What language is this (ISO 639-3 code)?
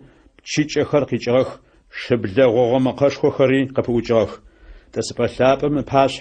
ady